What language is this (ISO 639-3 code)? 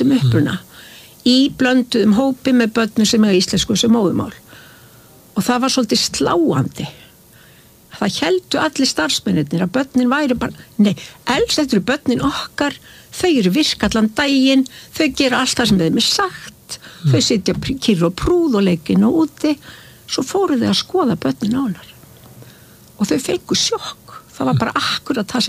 isl